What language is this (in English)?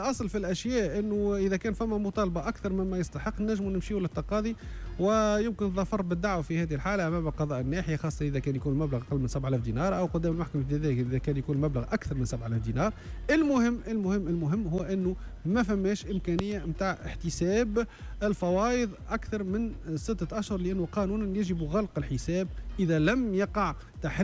Tunisian Arabic